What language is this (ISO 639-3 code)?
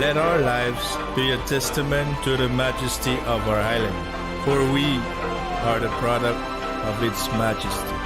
pon